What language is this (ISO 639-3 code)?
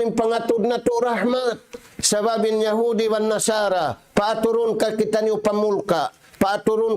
tsg